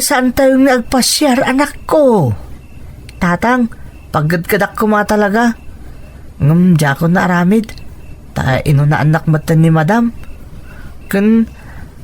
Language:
Iloko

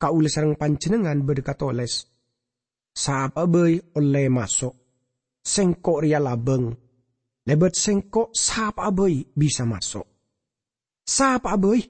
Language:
Madurese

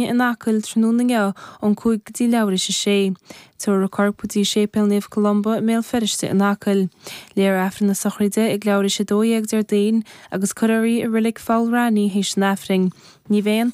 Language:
Irish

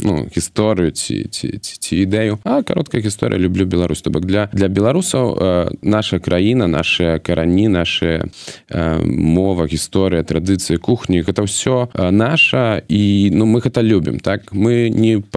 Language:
Belarusian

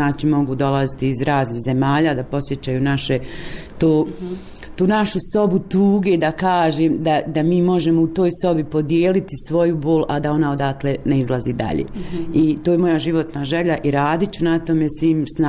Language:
Bosnian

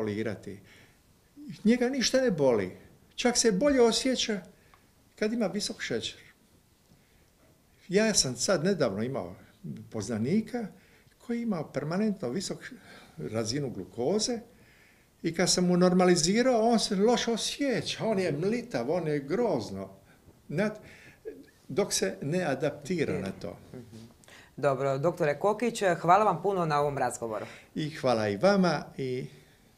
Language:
Croatian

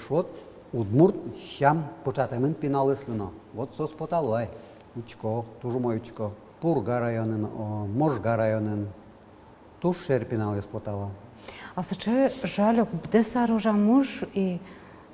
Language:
Udmurt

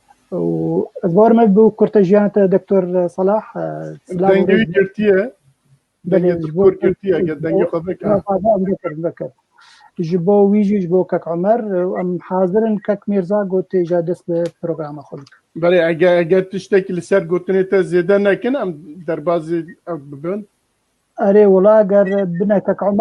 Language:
Kurdish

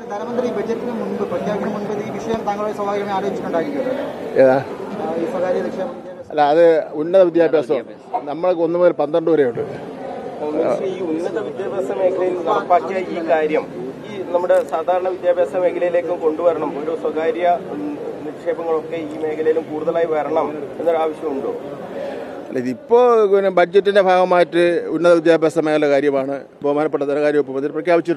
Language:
Malayalam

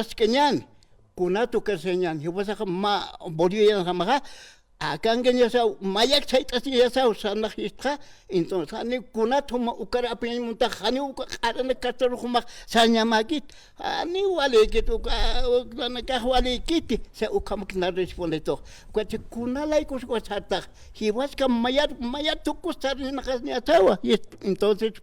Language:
Aymara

